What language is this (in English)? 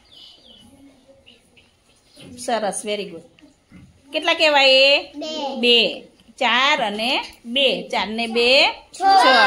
Gujarati